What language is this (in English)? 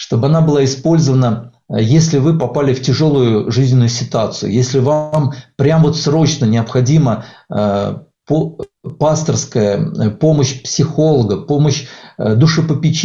Russian